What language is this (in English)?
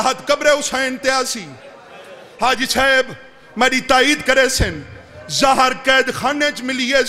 Saraiki